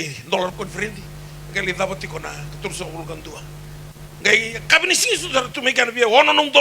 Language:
Fijian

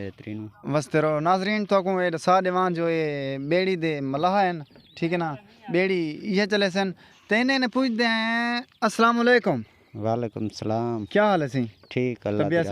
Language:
Saraiki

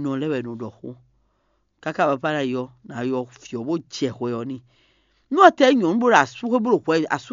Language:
Fon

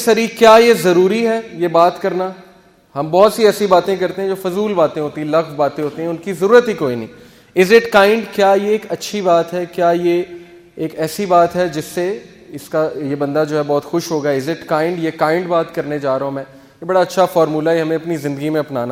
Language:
Urdu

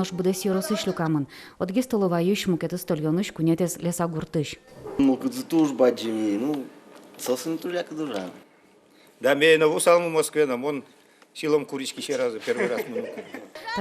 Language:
Udmurt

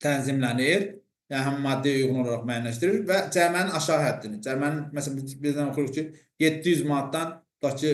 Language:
Azerbaijani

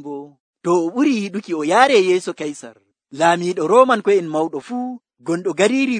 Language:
Nigerian Fulfulde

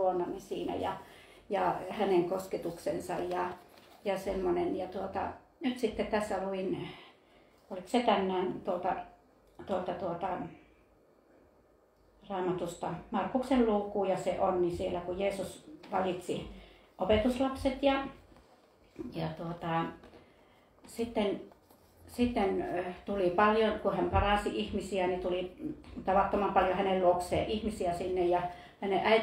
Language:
Finnish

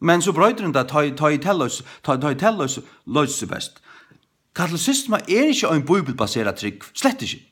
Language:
Faroese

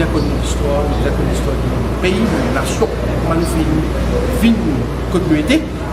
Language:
Morisyen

